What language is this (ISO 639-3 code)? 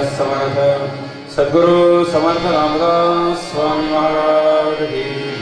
mar